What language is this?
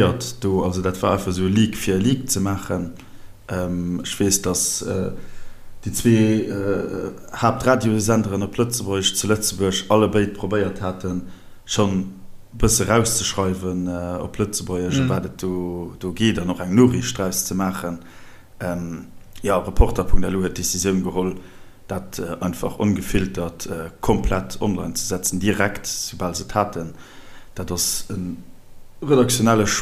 Luxembourgish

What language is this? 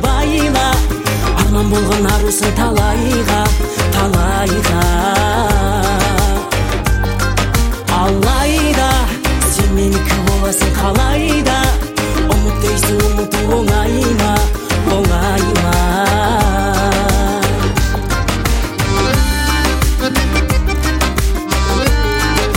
Kazakh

